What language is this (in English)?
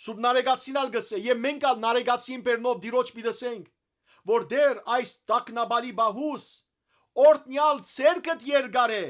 Western Armenian